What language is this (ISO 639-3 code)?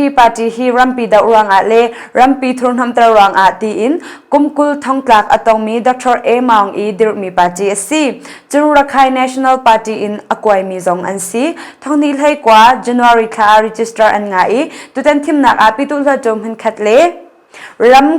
cnh